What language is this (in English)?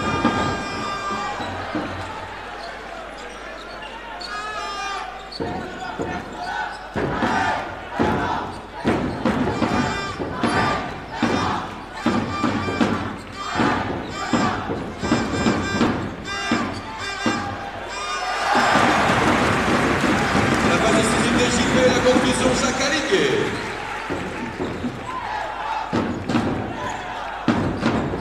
French